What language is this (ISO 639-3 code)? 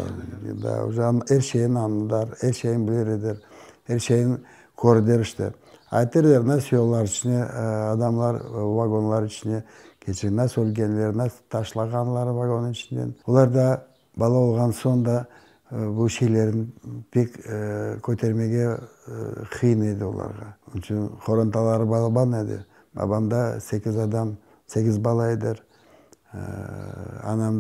crh